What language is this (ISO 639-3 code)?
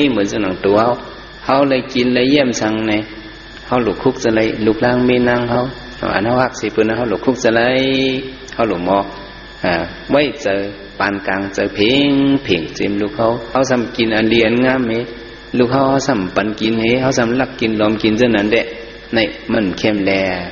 shn